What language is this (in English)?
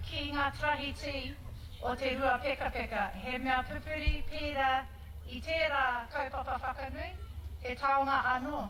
Māori